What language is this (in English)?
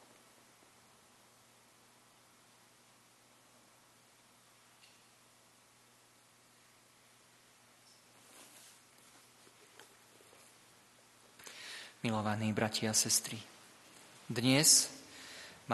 Slovak